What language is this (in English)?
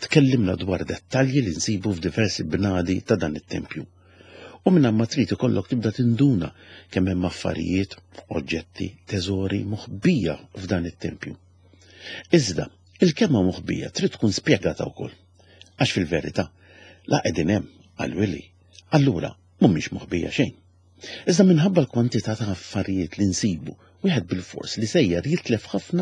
Maltese